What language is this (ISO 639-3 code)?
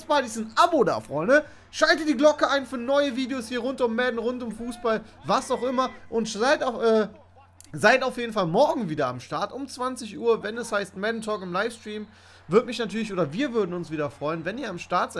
deu